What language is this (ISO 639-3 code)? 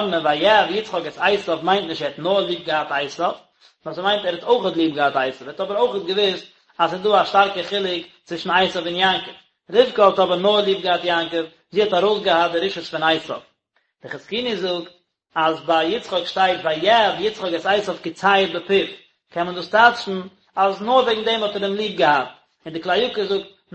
yid